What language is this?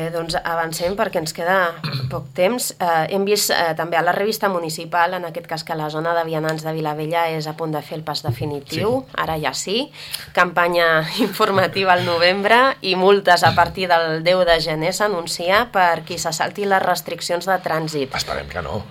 Catalan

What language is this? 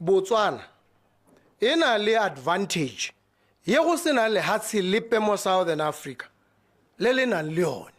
Tswana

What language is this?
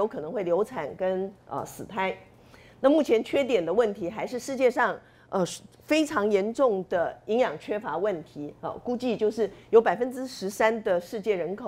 Chinese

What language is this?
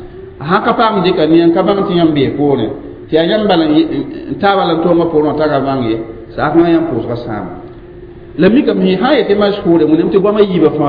Mossi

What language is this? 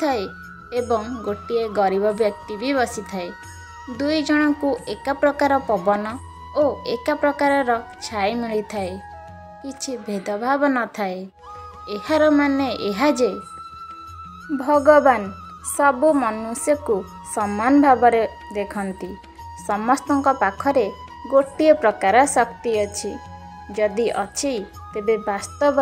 Odia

